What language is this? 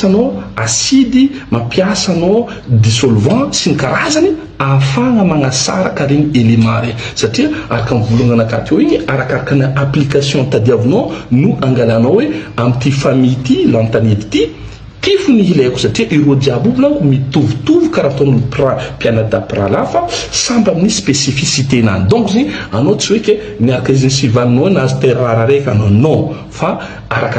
Malagasy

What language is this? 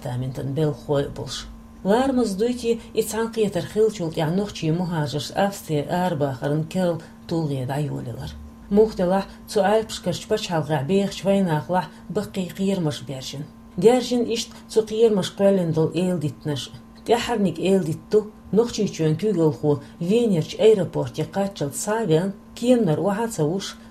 Chechen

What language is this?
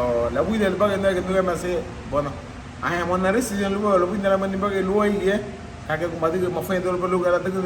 Garifuna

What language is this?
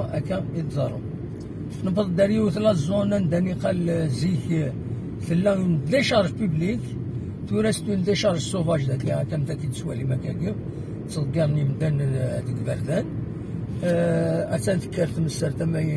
Kabyle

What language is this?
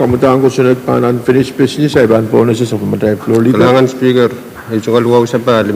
Pohnpeian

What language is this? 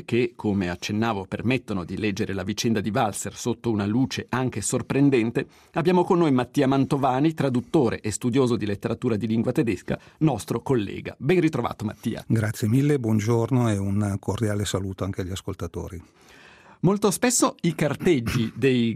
Italian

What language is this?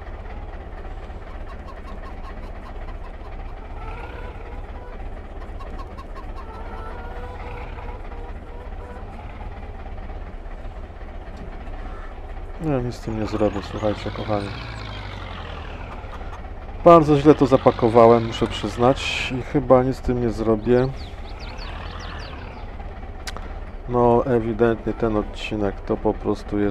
Polish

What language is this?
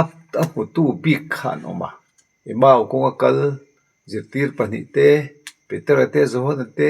Mizo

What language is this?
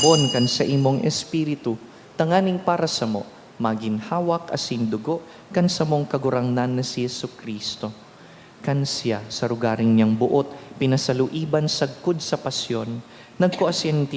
Bikol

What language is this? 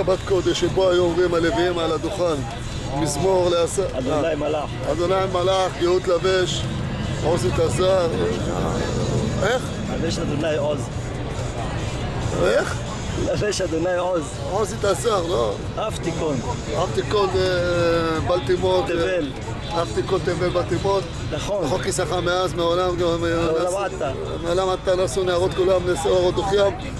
Hebrew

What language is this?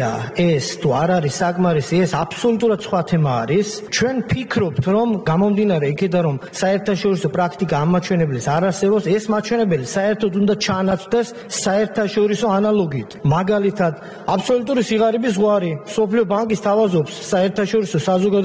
Georgian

